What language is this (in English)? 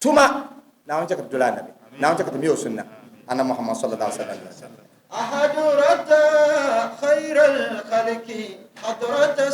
Dagbani